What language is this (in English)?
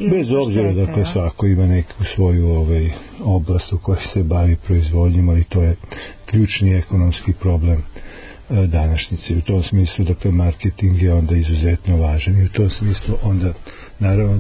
Serbian